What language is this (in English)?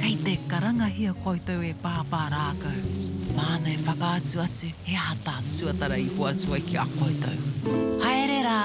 Māori